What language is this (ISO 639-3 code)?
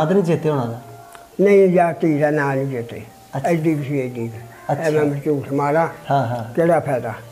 pan